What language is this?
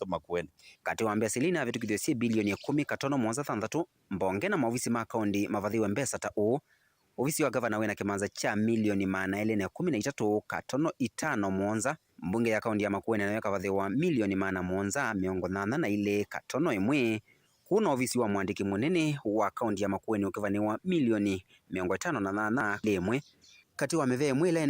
Kamba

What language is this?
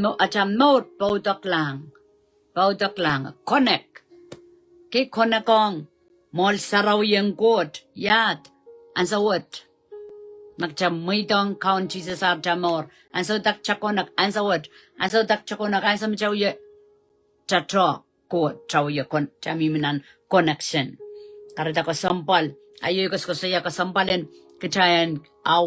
Pohnpeian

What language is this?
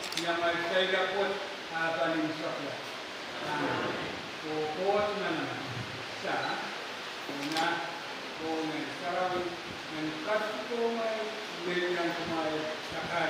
Pohnpeian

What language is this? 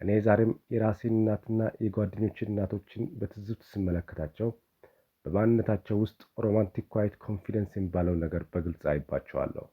Amharic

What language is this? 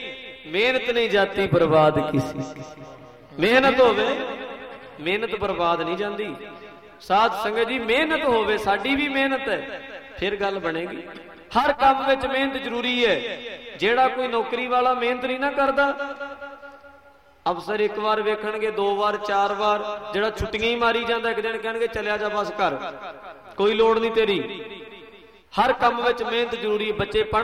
Punjabi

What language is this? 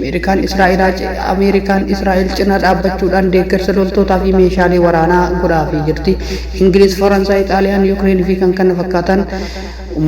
Oromo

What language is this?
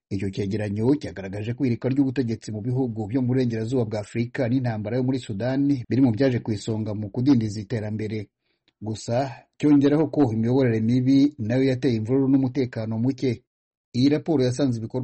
Kinyarwanda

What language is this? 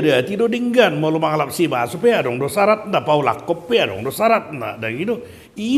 Batak Toba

